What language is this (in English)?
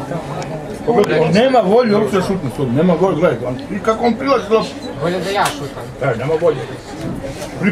Serbian